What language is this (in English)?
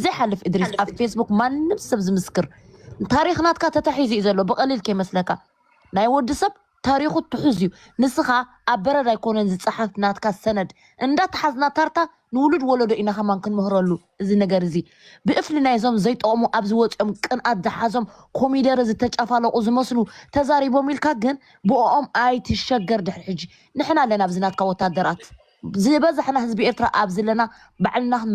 Tigrinya